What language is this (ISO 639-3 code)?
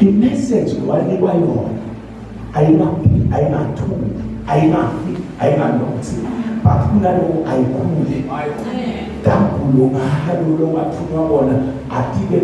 zul